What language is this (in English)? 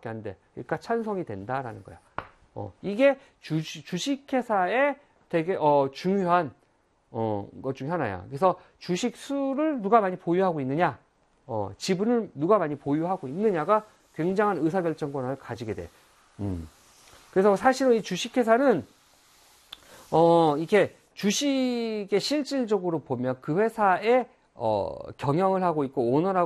Korean